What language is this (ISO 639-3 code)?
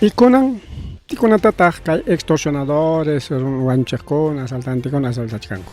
quy